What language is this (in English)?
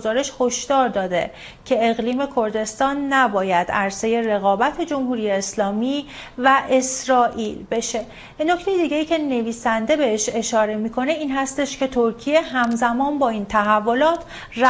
Persian